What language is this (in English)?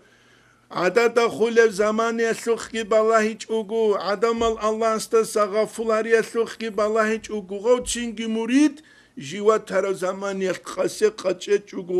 Avaric